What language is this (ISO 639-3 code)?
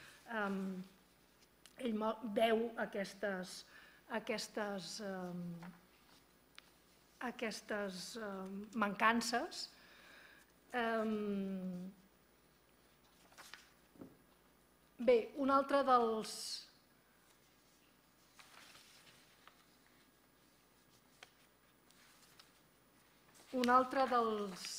cat